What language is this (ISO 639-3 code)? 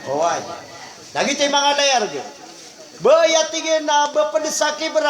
mrw